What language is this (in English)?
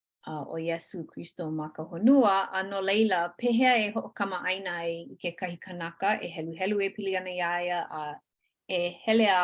Hawaiian